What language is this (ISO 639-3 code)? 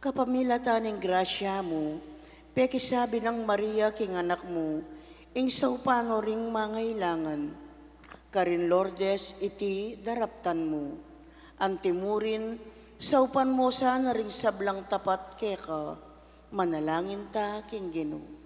pam